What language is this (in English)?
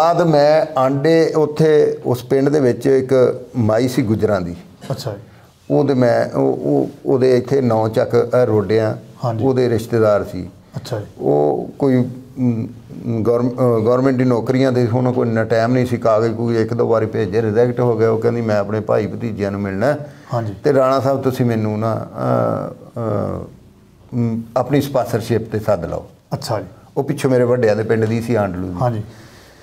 Punjabi